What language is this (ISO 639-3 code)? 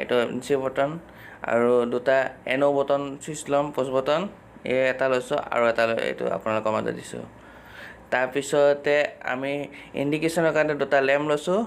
asm